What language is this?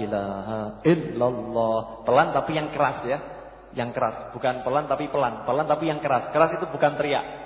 Indonesian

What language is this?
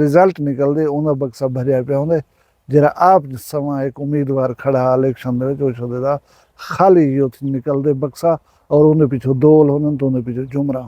Saraiki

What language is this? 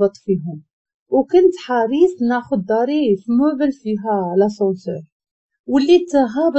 Moroccan Arabic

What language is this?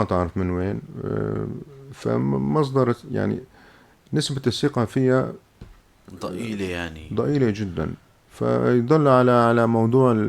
North Levantine Arabic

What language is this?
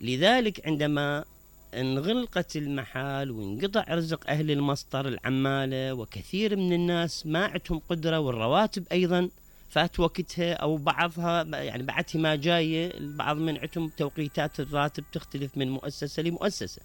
Mesopotamian Arabic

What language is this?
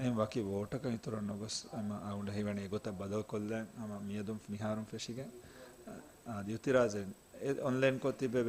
Divehi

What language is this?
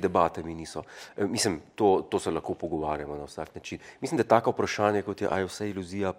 Slovenian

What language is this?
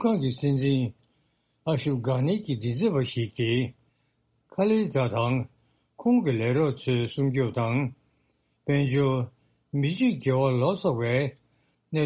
Tibetan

